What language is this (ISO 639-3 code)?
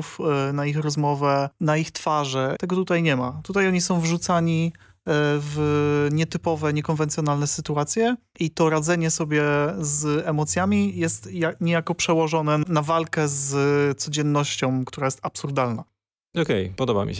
pol